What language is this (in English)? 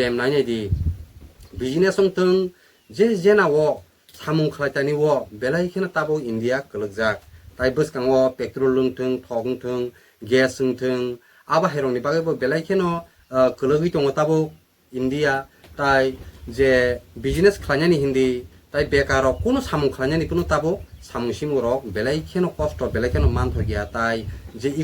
Kok Borok